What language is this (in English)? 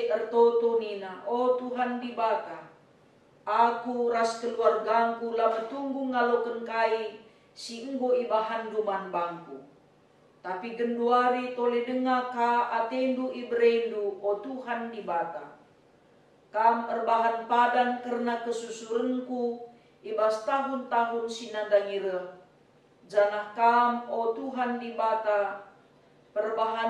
Batak Karo